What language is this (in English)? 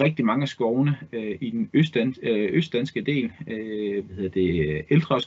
Danish